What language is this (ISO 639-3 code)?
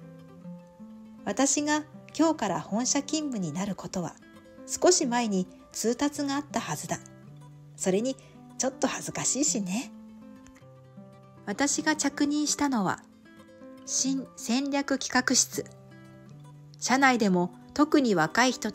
jpn